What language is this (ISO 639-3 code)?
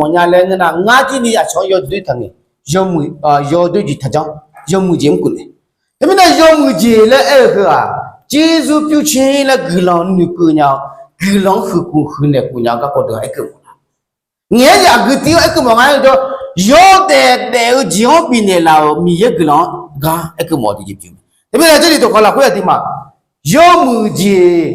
ahk